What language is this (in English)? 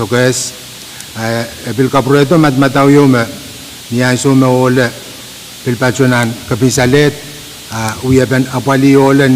Pohnpeian